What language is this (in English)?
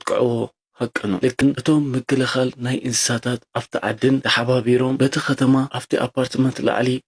Tigrinya